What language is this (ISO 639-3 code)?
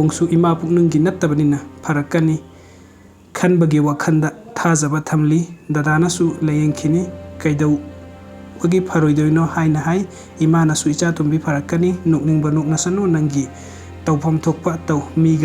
mni